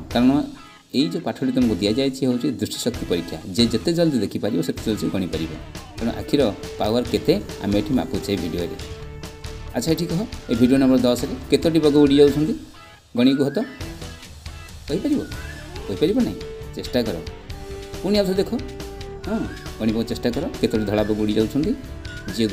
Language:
Odia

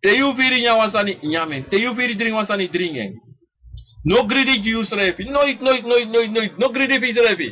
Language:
Sranan Tongo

